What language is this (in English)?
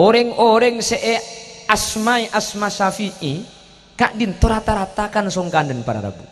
Madurese